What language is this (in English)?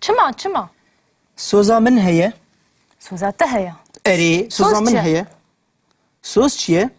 Kurdish